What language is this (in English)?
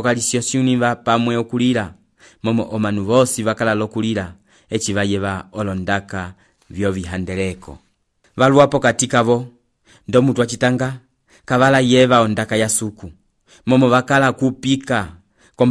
Umbundu